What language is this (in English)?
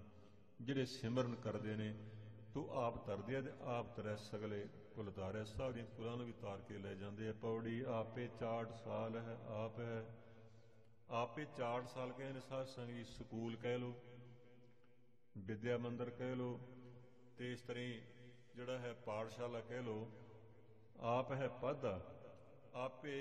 Punjabi